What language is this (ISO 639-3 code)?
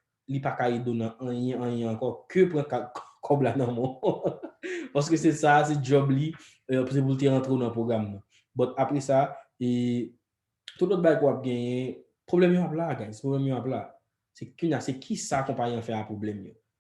hat